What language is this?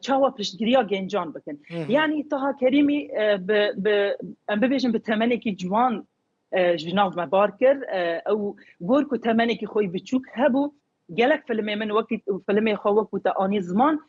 Kurdish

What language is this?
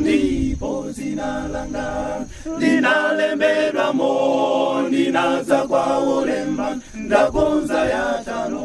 Nyanja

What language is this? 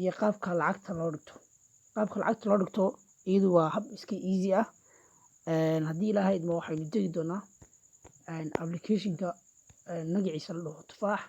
Somali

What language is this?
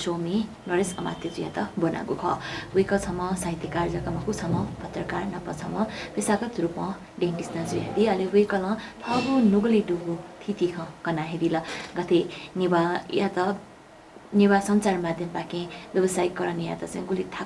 Newari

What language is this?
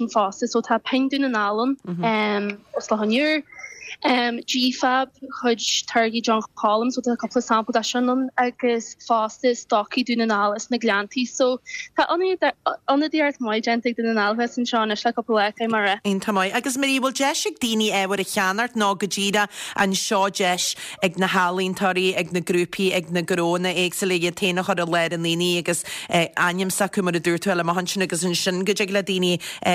Irish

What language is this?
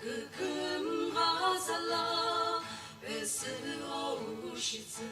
Sumi Naga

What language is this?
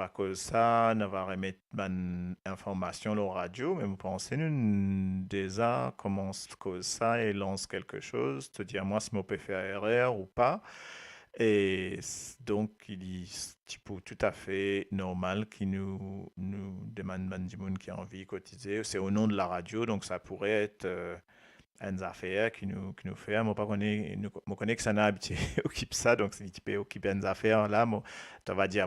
Morisyen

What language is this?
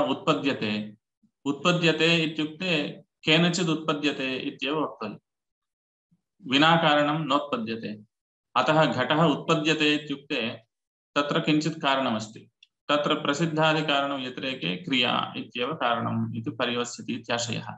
Sanskrit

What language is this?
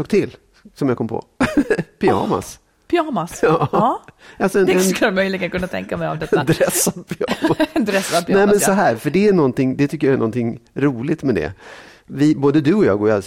Swedish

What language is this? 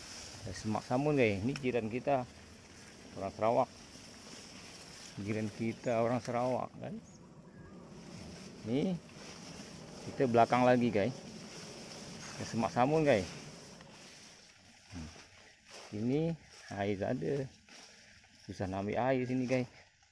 Malay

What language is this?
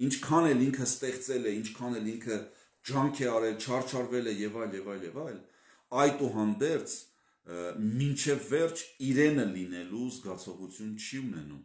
Armenian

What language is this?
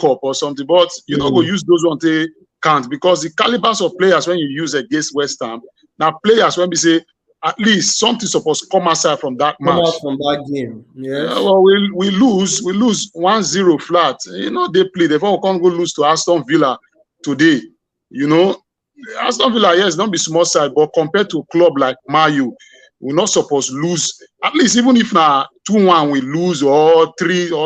Nigerian Pidgin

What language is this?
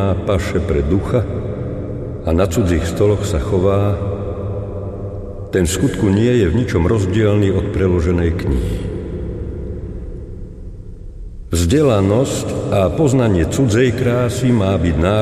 Slovak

